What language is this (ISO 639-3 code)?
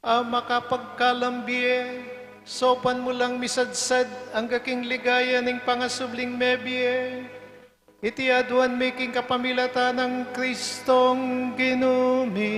pam